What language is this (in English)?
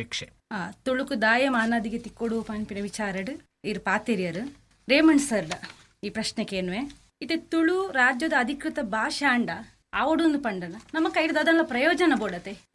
Tulu